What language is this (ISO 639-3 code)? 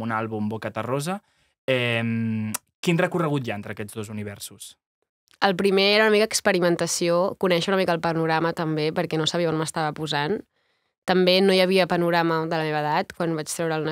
cat